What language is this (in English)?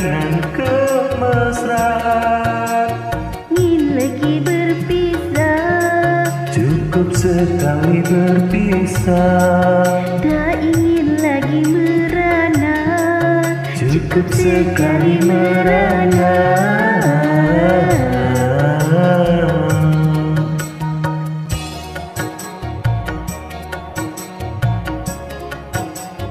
Malay